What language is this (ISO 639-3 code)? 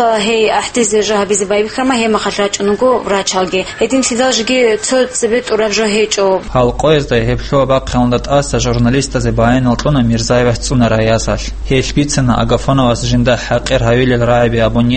ava